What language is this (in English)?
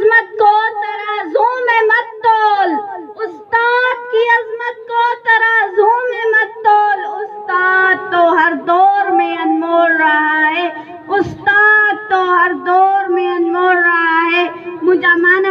Sindhi